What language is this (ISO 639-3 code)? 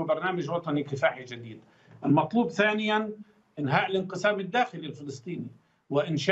ara